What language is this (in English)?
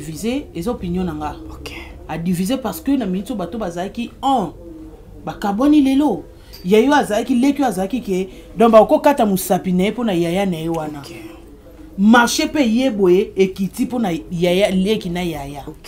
Lingala